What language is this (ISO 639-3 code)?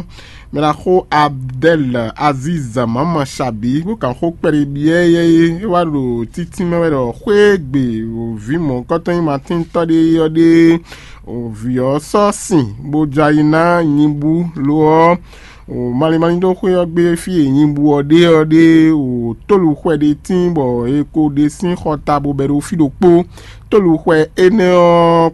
fon